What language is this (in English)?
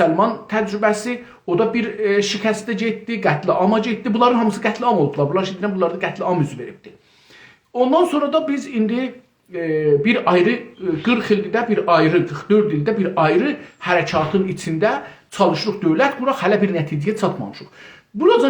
South Azerbaijani